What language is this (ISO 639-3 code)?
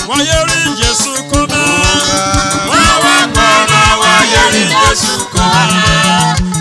urh